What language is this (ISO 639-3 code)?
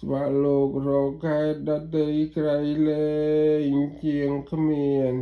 khm